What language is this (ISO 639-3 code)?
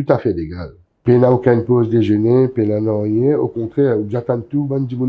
mfe